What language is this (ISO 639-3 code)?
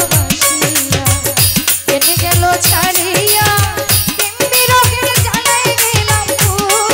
ben